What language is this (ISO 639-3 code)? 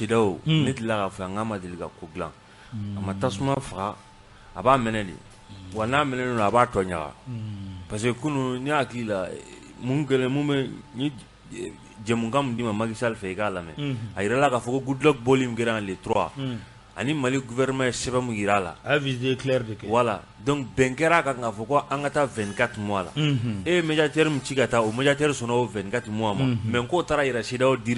bam